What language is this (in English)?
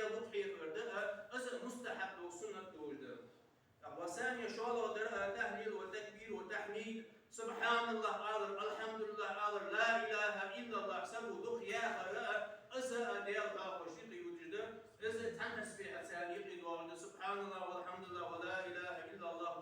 Ingush